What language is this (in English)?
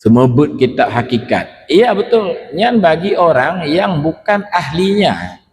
Achinese